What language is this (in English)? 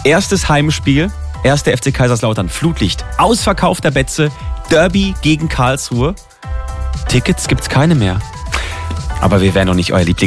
German